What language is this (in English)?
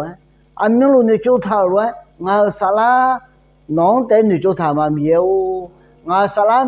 Akha